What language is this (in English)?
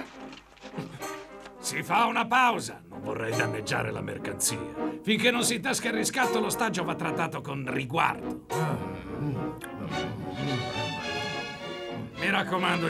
Italian